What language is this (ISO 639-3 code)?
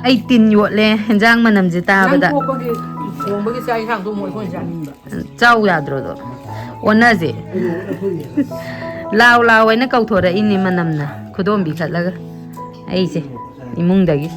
mni